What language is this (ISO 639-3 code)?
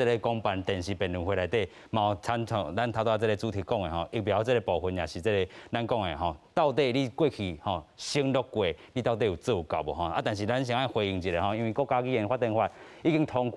nan